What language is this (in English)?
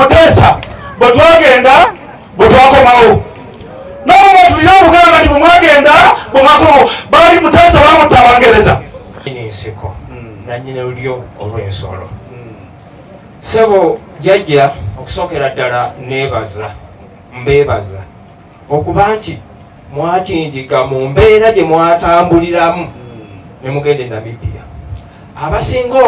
Ganda